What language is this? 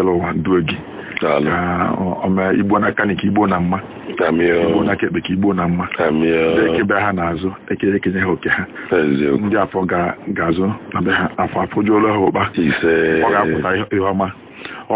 Igbo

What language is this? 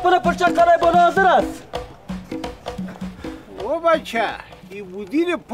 Persian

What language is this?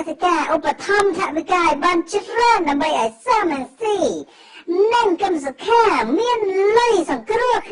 Khmer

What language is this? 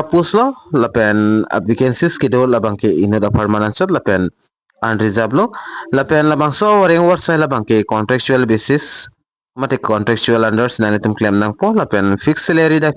Karbi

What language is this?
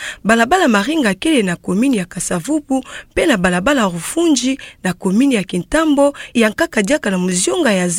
Kituba (Democratic Republic of Congo)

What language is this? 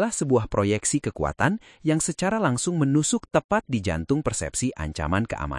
Indonesian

